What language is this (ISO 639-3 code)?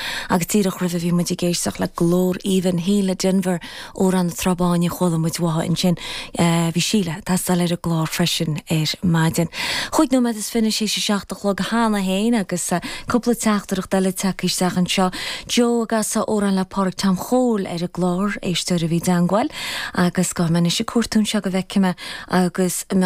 gle